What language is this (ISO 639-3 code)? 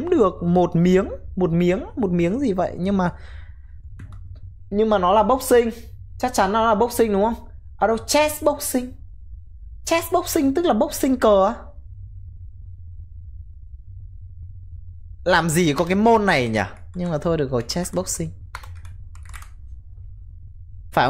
vie